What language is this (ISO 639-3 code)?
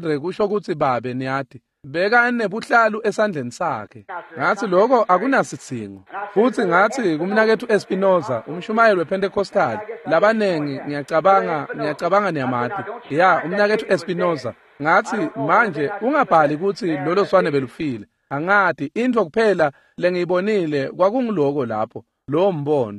ssw